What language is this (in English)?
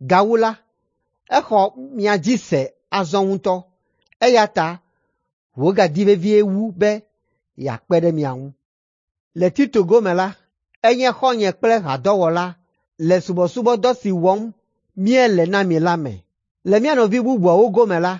Ewe